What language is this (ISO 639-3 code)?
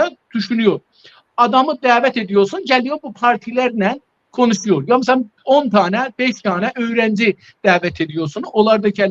azb